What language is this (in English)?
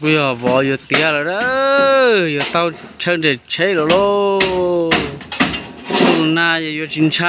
Hmong